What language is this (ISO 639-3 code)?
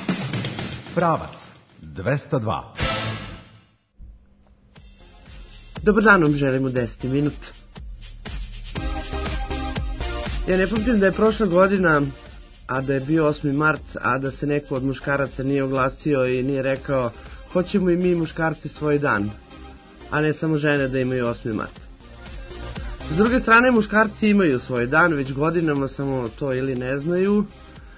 srp